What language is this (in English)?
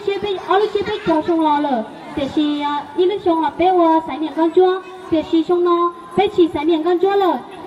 Hmong